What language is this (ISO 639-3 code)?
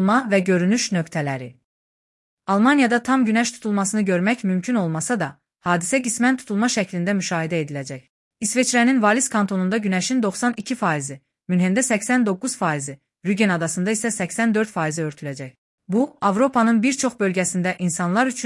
aze